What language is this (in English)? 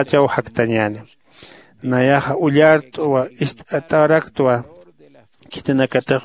Aymara